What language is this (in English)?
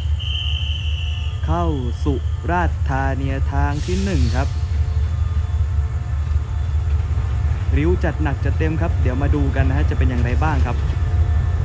Thai